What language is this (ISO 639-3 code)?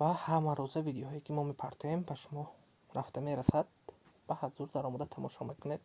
fas